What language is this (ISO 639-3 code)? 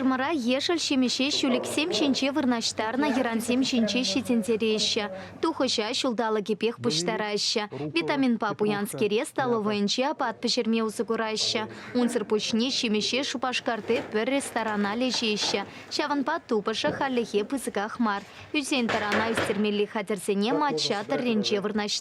chv